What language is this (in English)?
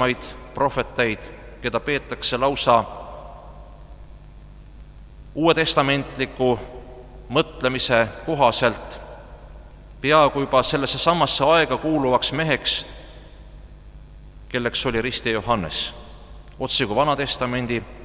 Estonian